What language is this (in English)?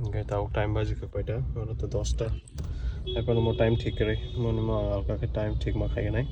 Kok Borok